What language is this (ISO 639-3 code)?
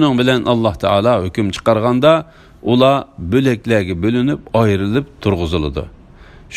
uig